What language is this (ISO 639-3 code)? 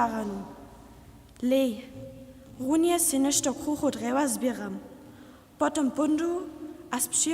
hsb